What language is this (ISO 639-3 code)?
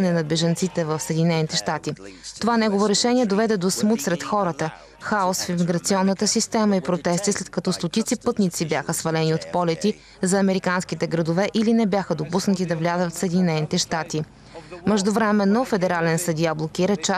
bul